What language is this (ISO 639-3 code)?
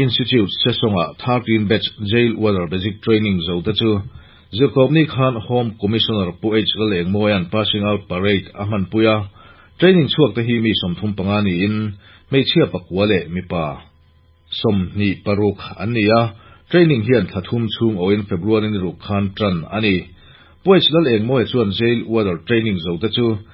lus